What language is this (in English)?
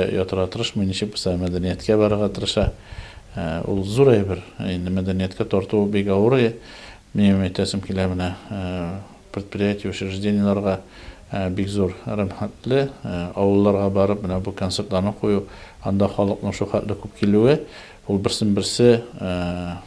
Tatar